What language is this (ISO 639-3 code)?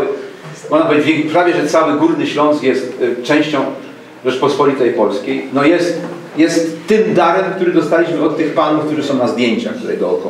szl